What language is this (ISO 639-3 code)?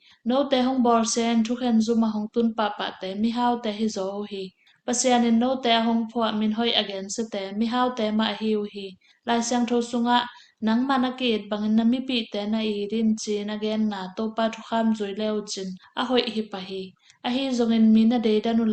ctd